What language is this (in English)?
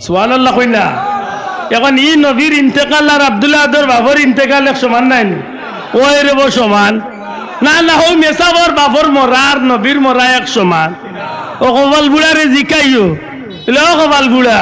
Sylheti